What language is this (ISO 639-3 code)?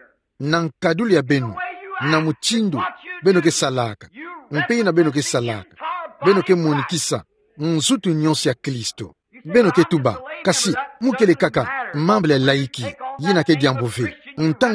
ktu